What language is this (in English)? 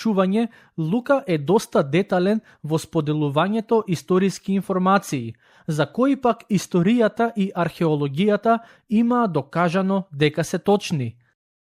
Macedonian